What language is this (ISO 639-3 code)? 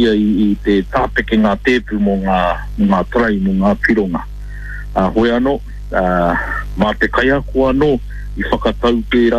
mri